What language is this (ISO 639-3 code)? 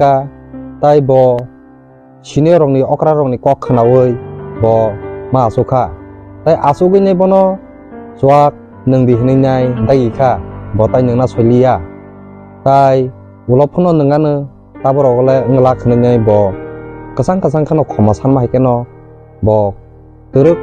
trp